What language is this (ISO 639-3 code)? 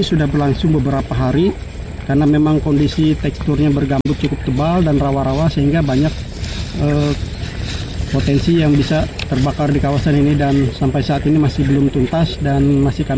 ind